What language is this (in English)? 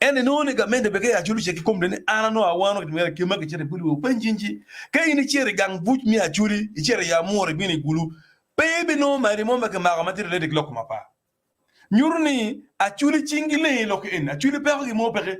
Acoli